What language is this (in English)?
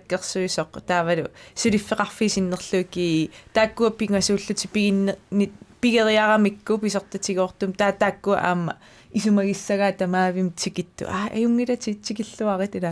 Kalaallisut